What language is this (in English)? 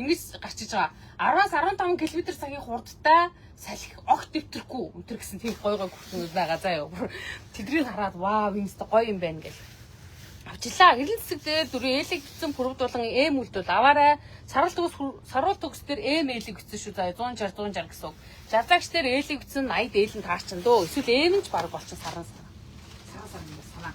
Mongolian